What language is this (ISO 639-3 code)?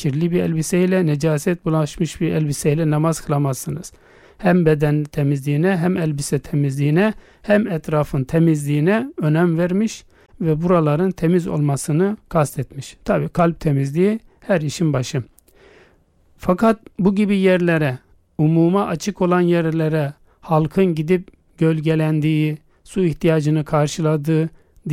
tur